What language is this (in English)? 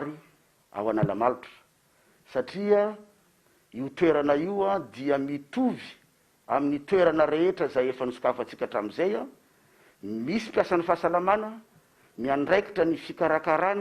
Malagasy